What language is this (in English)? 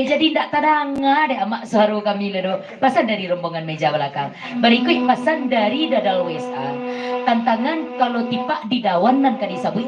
Minangkabau